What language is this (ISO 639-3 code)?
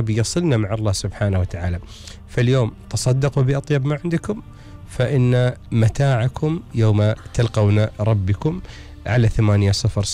afb